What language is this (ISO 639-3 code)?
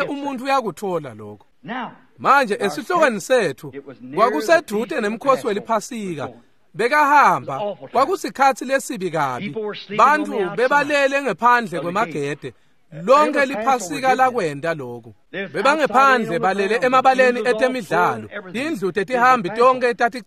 ssw